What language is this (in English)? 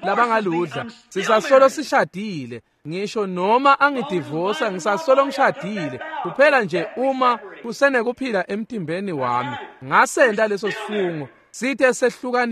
Swati